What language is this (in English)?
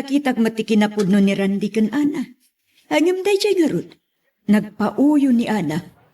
Iloko